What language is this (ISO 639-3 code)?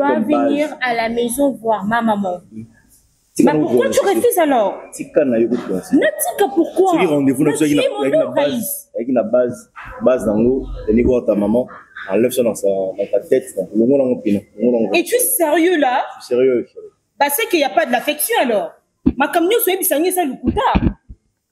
fra